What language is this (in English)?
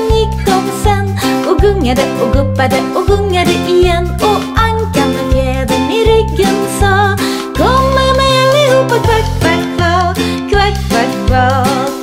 Swedish